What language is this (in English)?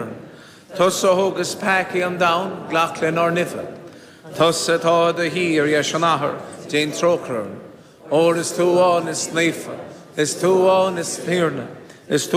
Irish